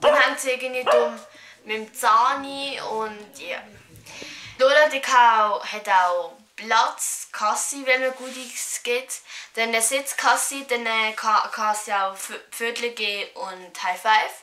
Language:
Swiss German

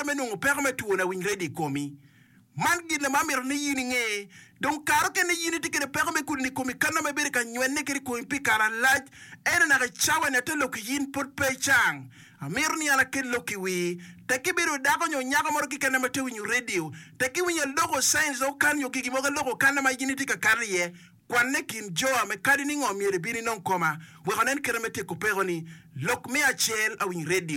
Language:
Acoli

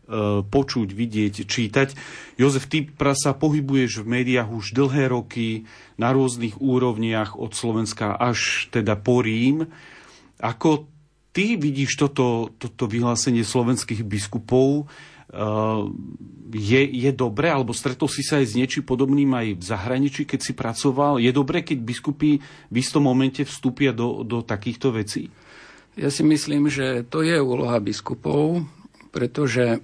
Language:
Slovak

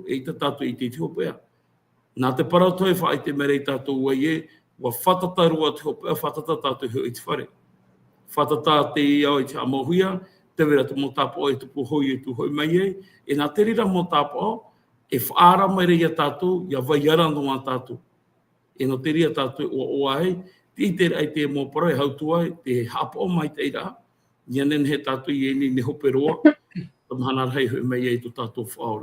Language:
Tahitian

